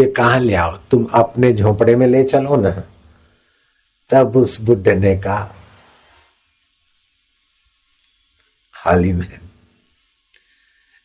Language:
Hindi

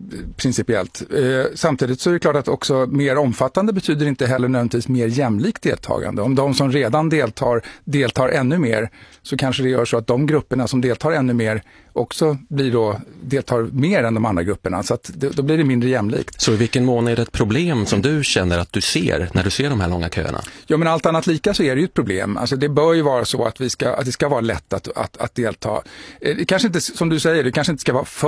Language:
Swedish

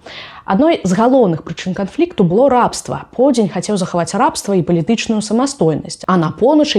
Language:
Belarusian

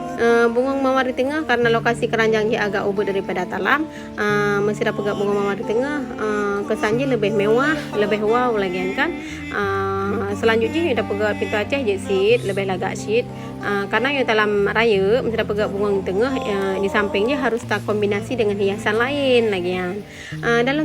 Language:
Achinese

